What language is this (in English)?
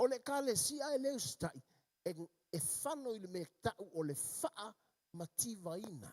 Samoan